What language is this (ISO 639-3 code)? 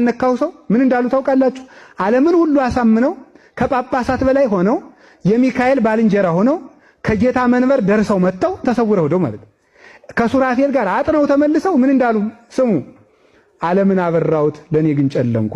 amh